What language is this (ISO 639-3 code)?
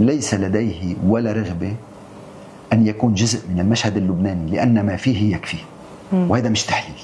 apc